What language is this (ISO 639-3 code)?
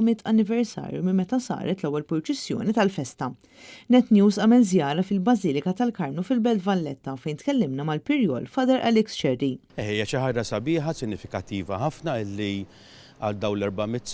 mlt